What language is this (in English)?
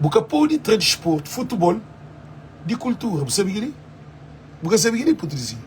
Kabuverdianu